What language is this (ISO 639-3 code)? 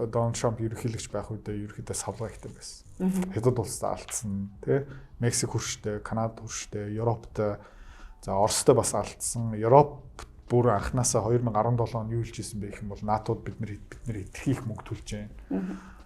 mon